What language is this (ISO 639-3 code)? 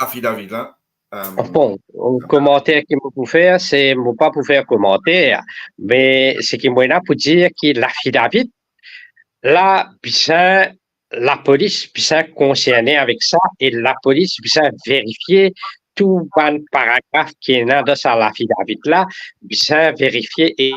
mfe